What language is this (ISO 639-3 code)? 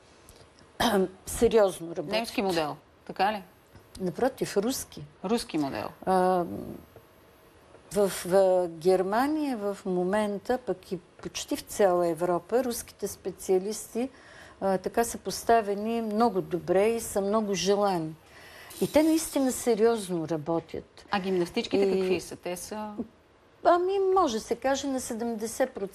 bul